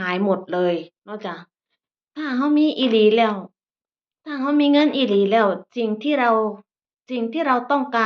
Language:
Northeastern Thai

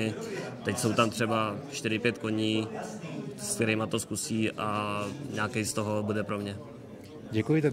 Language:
Czech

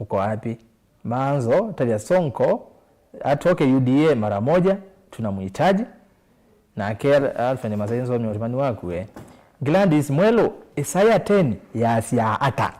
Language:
Kamba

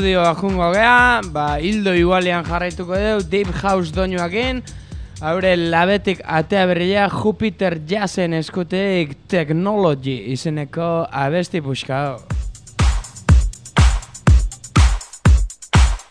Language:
Basque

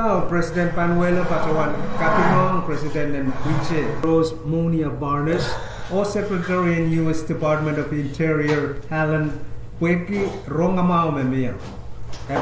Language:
Pohnpeian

